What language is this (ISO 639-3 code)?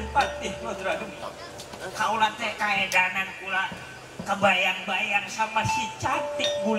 bew